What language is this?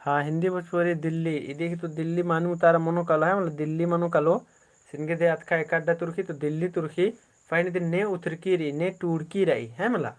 Kurukh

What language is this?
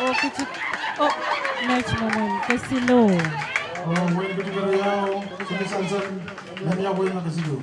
Pohnpeian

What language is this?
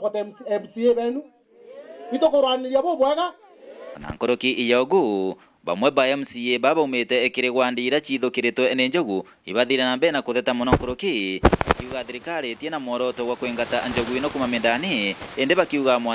Meru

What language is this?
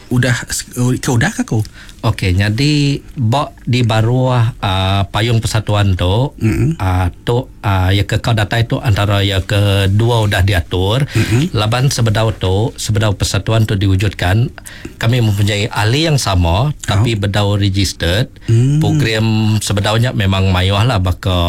Iban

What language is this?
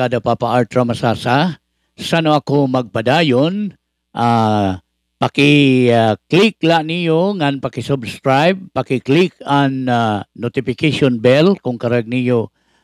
Waray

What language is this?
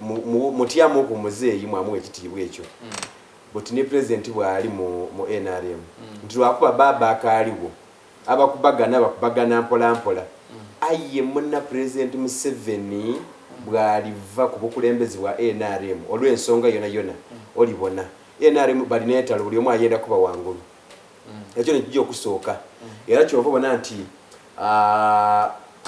Soga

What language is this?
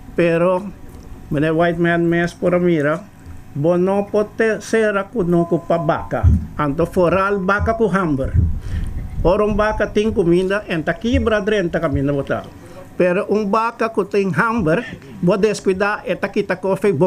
Papiamento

